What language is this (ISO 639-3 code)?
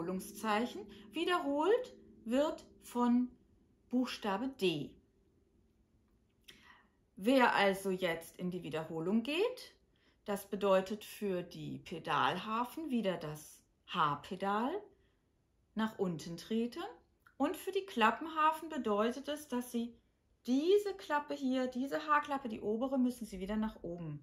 deu